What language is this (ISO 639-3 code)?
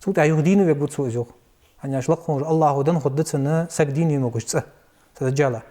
inh